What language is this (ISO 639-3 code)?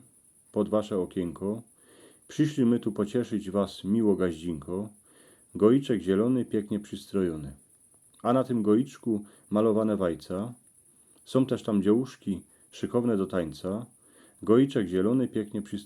szl